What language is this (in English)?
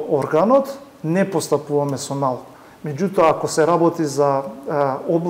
Macedonian